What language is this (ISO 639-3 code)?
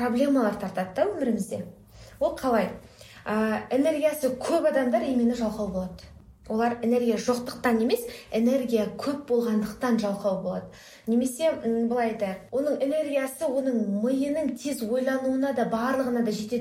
kaz